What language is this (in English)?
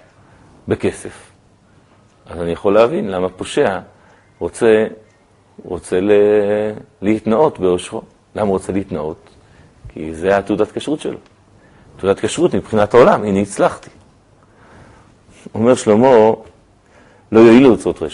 Hebrew